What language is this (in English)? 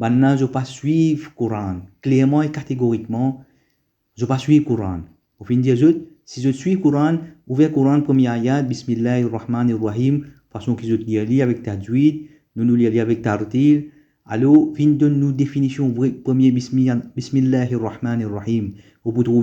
Morisyen